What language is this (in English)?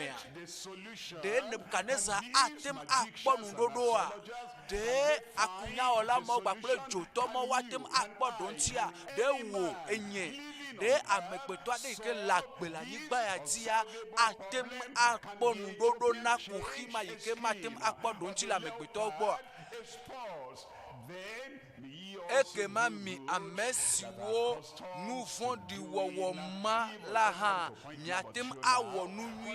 Ewe